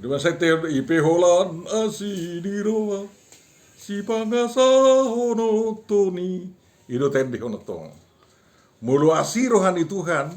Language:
Batak Toba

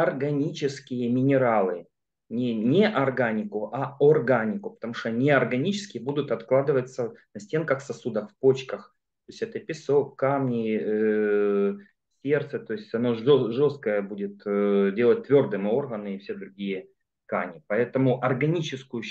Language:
Russian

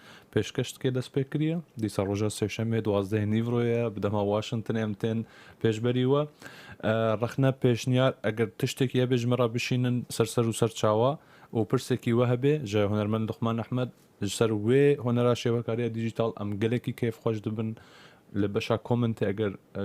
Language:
Kurdish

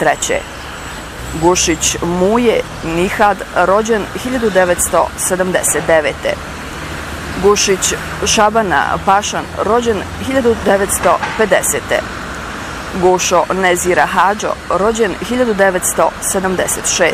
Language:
Bosnian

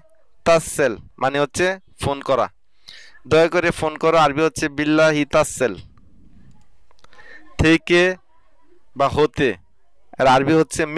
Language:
Bangla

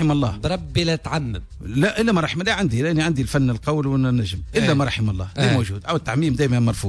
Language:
Tunisian Arabic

